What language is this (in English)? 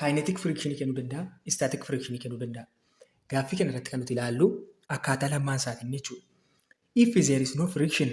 Oromo